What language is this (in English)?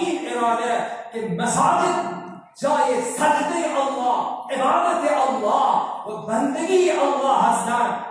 Persian